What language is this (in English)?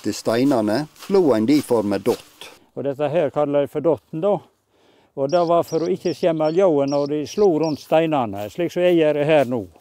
Norwegian